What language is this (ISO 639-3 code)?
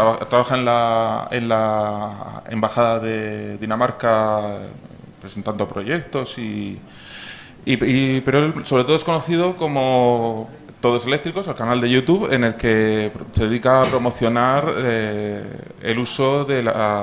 spa